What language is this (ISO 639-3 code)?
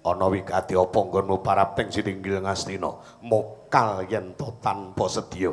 jav